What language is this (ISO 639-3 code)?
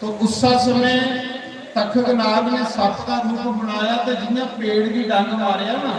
doi